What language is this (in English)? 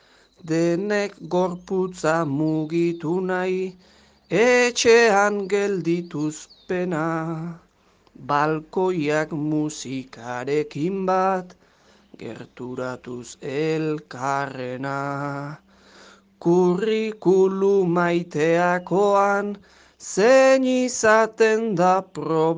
Basque